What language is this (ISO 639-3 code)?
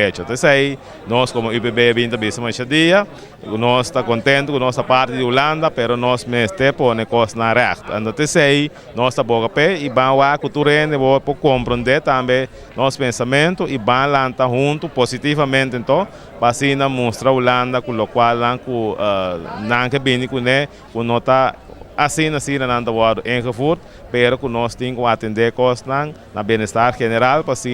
pap